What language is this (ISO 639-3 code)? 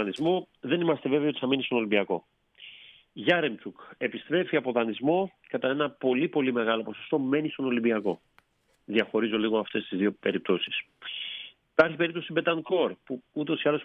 ell